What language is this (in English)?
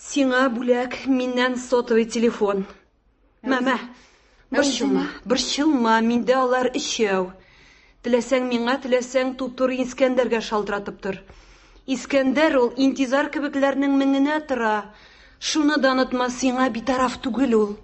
Tatar